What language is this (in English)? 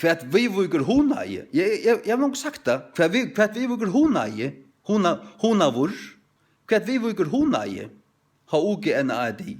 Faroese